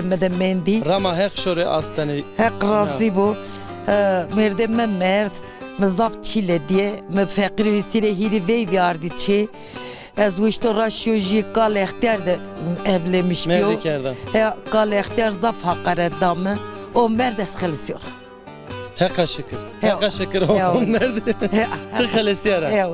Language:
Zaza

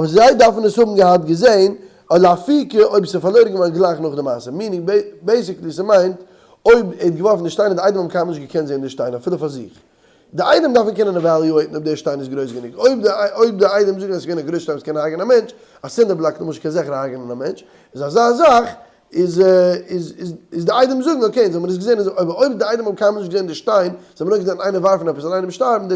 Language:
Yiddish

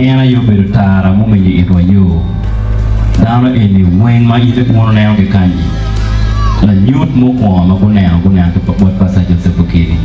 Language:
Acoli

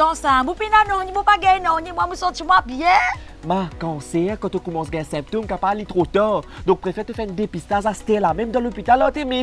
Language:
Morisyen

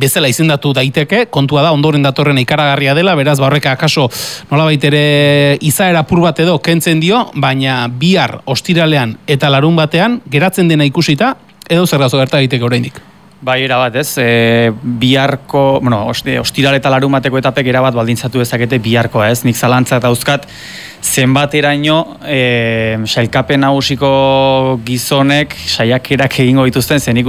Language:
Basque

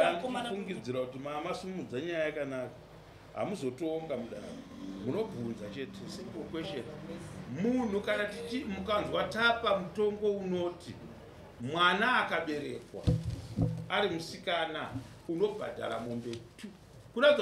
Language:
Shona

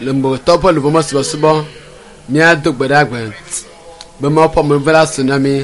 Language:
Ewe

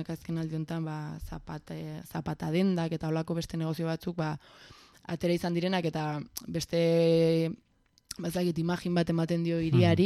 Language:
Basque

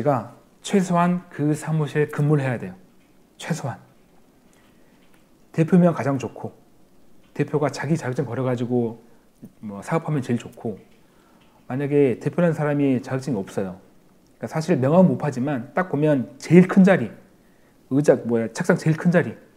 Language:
Korean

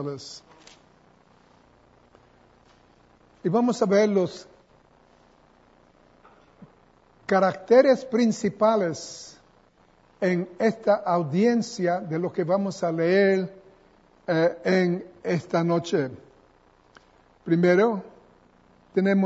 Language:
Spanish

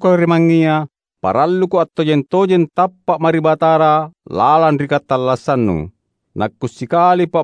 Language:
Makasar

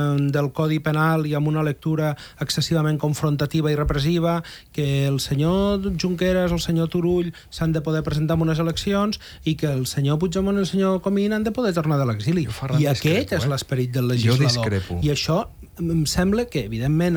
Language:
Catalan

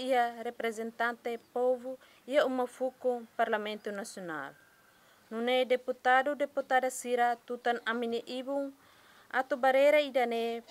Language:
Tetum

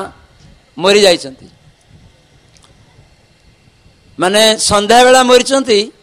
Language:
Odia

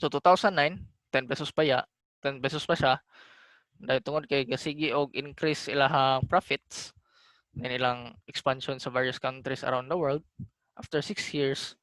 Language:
Cebuano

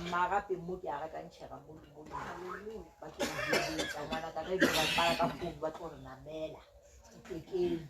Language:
Northern Sotho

